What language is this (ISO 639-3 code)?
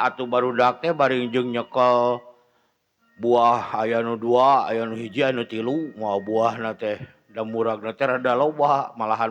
sun